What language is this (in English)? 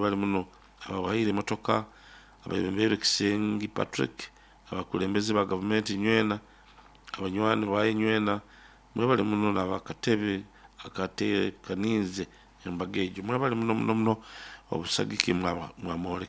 Nyoro